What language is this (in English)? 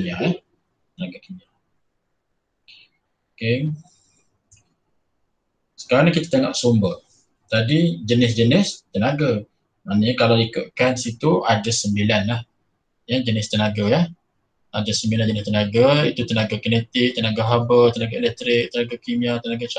Malay